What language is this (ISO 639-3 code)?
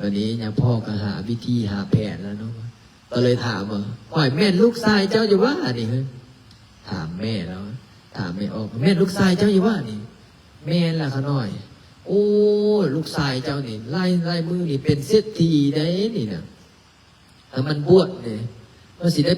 lao